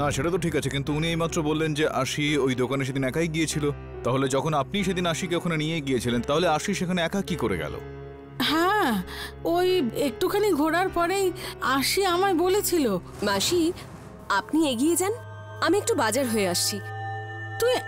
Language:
Bangla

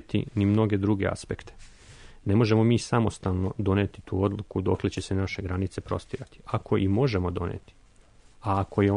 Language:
Serbian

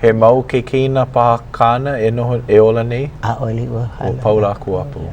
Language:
Hawaiian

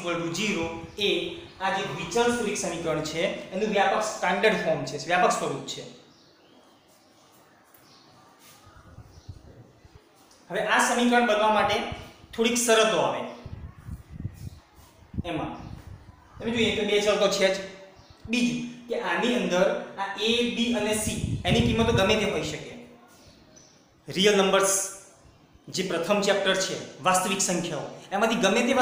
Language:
Gujarati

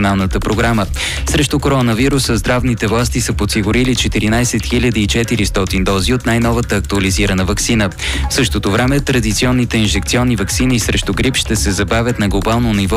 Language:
Bulgarian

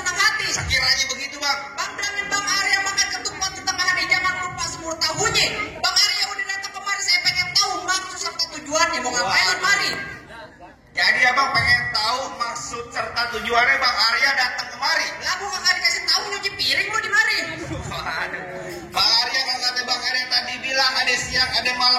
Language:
Betawi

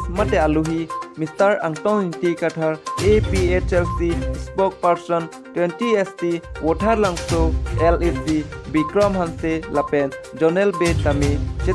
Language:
Karbi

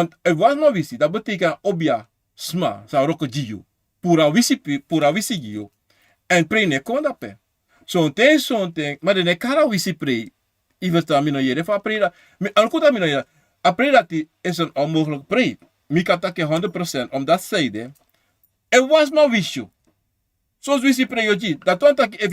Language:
Sranan Tongo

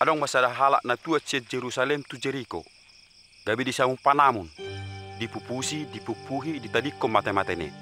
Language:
Batak Toba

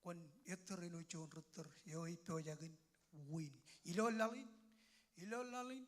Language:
Marshallese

